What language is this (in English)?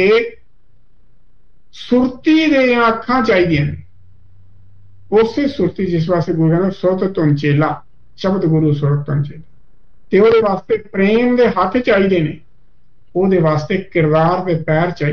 Punjabi